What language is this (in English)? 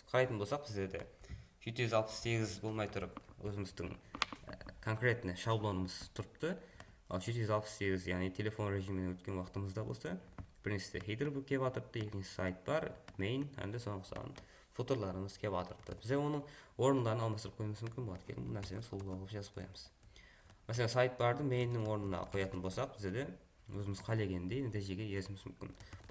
Kara-Kalpak